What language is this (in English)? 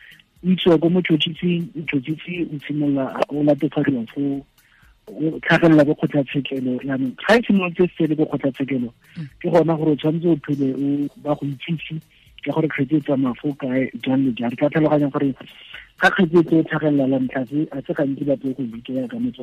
Tswana